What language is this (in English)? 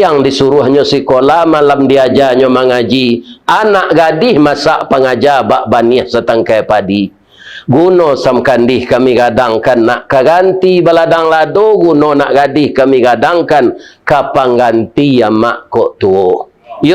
Minangkabau